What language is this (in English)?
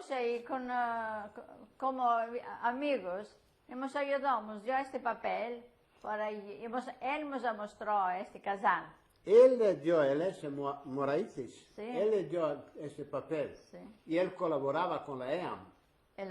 Ladino